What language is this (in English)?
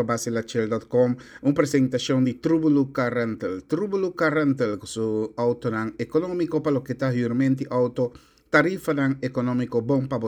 Papiamento